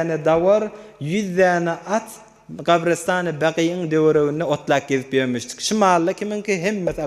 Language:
Turkmen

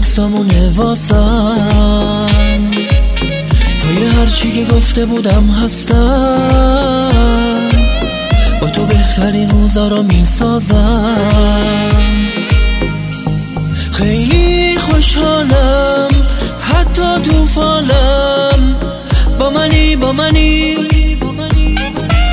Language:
Persian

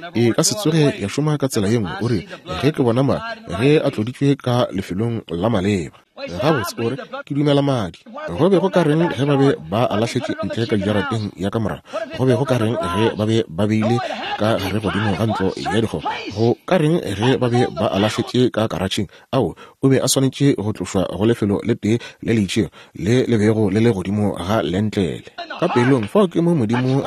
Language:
Northern Sotho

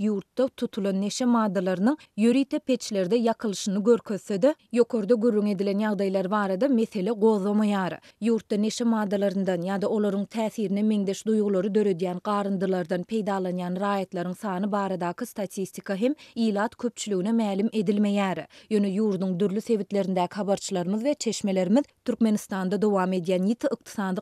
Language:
Turkmen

